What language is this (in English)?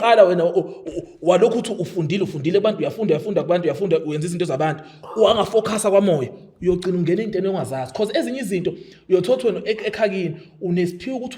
Zulu